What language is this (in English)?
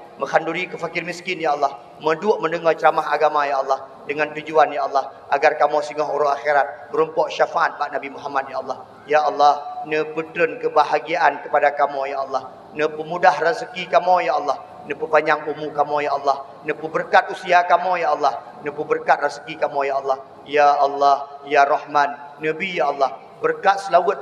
Achinese